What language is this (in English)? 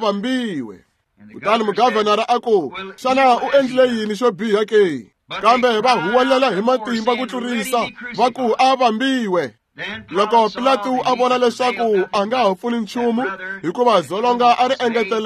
Tsonga